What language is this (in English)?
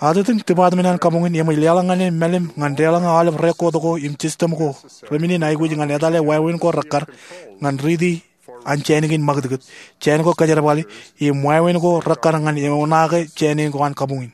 Marshallese